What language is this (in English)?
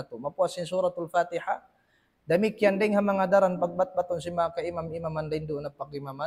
Tausug